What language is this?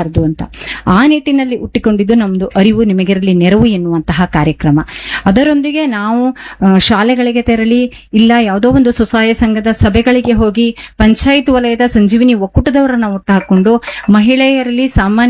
Kannada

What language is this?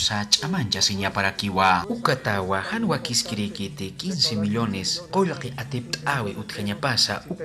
Aymara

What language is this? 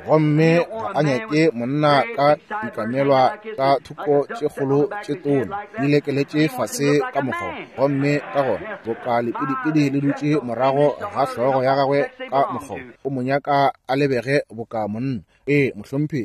Northern Sotho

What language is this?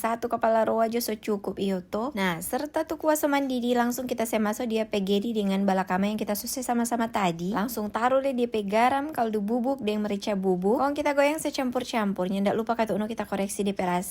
Manado Malay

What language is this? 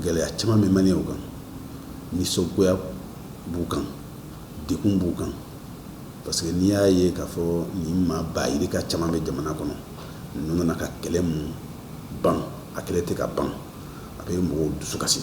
Bambara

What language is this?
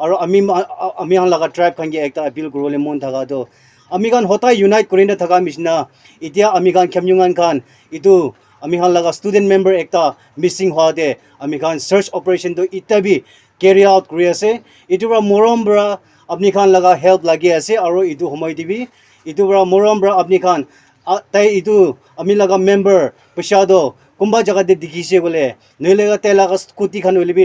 Naga Pidgin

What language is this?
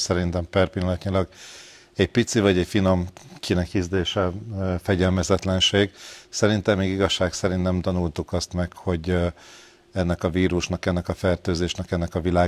Hungarian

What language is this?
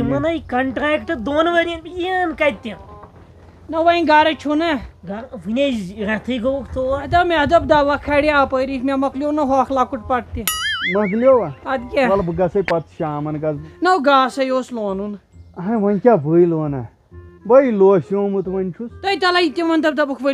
Kashmiri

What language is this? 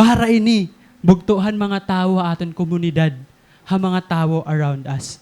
Waray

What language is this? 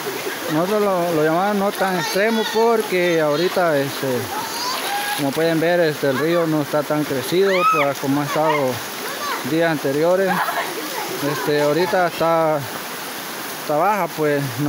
Spanish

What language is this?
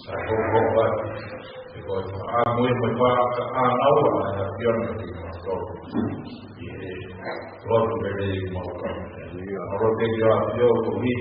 Tongan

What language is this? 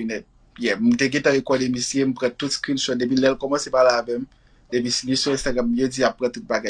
Haitian Creole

